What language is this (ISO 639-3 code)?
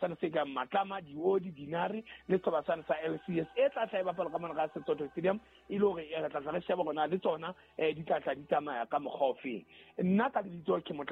sot